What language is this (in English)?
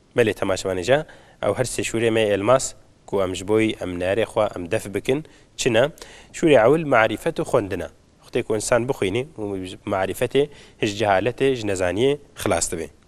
Kurdish